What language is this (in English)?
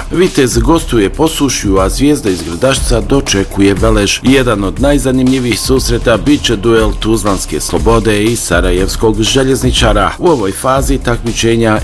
Bosnian